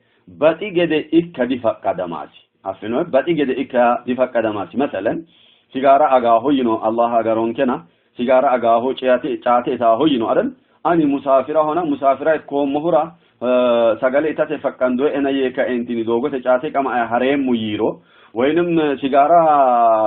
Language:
Sidamo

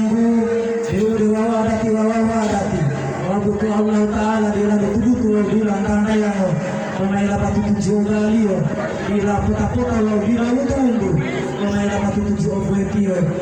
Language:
Gorontalo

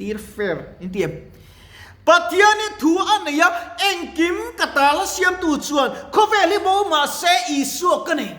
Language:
Mizo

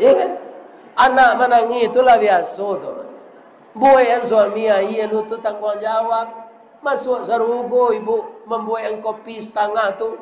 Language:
Minangkabau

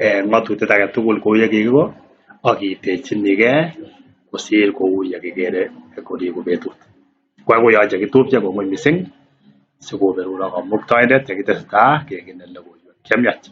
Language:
Kalenjin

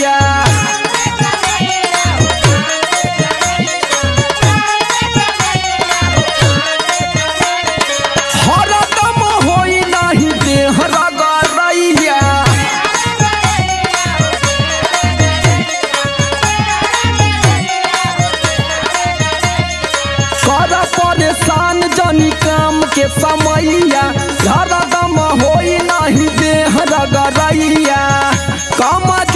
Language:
Bhojpuri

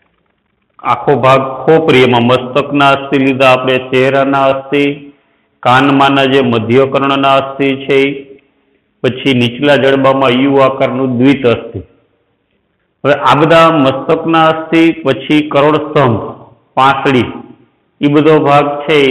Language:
Gujarati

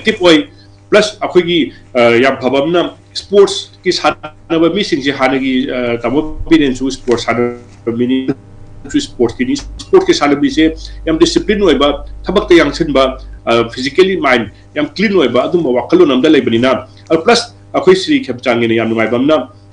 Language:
Manipuri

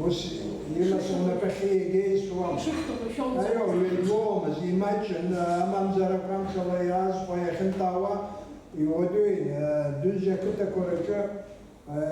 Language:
Abkhazian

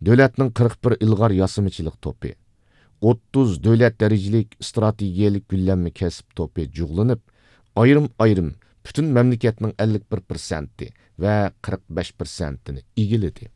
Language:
Uyghur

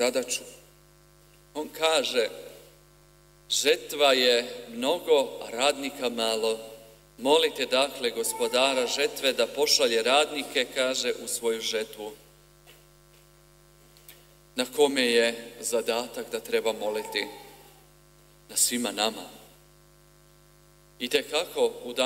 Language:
Croatian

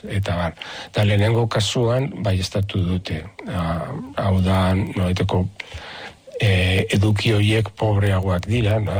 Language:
Basque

